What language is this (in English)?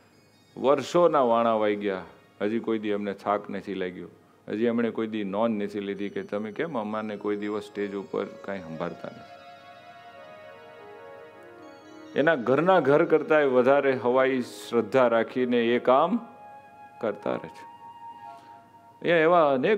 Gujarati